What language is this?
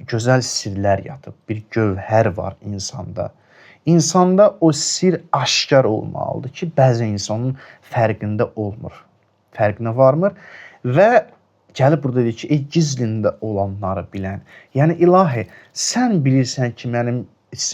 Azerbaijani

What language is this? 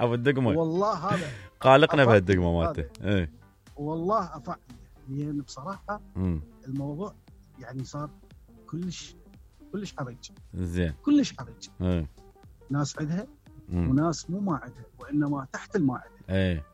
Mesopotamian Arabic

